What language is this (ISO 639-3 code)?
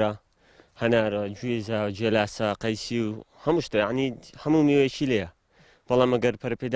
ckb